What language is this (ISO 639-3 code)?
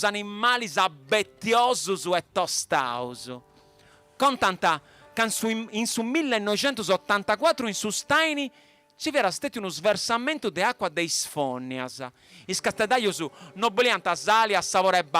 srd